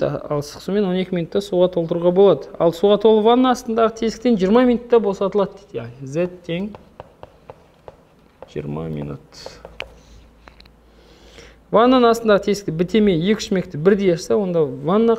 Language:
Kazakh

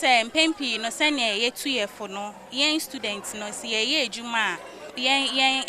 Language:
Akan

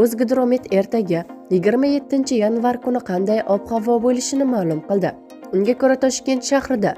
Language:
Uzbek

